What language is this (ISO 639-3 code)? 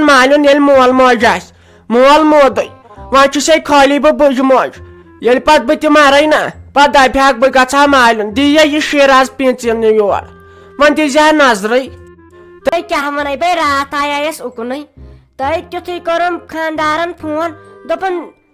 kas